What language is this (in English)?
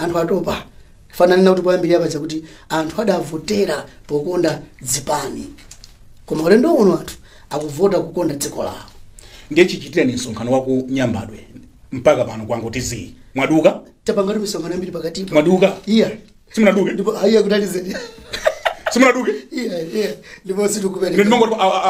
Nyanja